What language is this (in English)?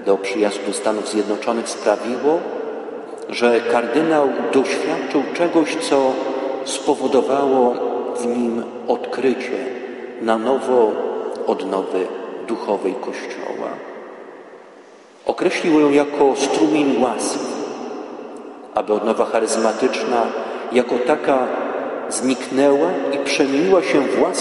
Polish